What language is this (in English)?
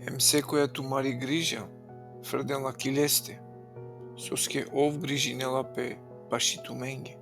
Balkan Romani